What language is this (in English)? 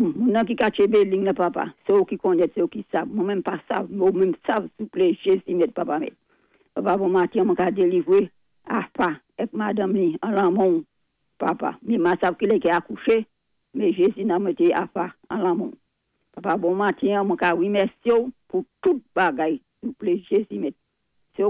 Saint Lucian Creole French